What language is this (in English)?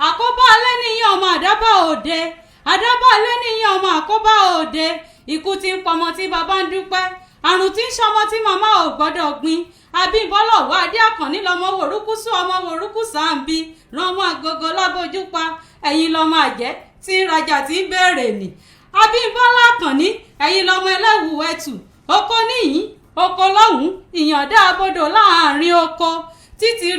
Yoruba